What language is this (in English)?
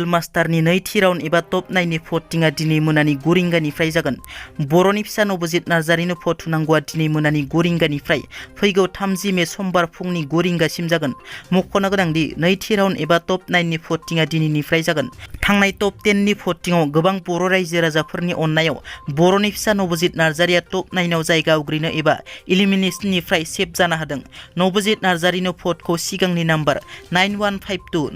Bodo